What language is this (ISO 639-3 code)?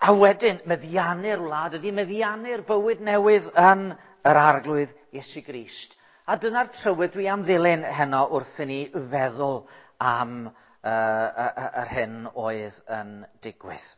cym